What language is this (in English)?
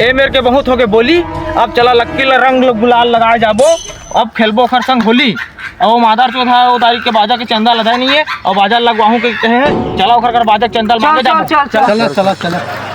Chhattisgarhi